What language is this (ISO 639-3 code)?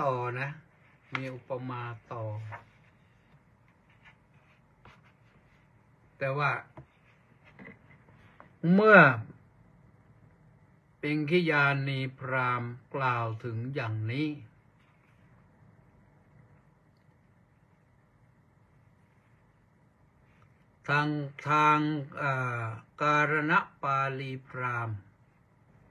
tha